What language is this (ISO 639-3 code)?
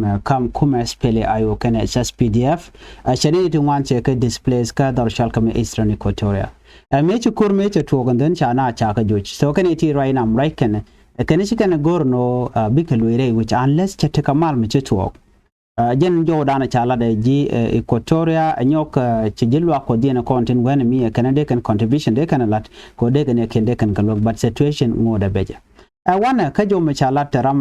nus